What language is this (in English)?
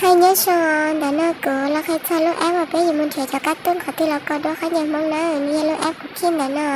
Hmong